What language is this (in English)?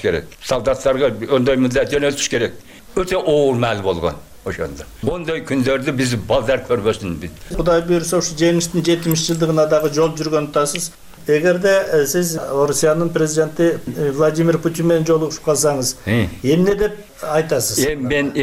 Kyrgyz